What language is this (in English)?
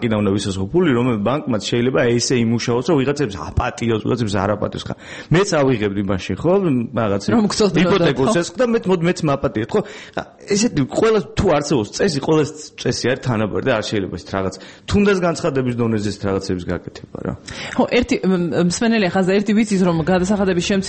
Georgian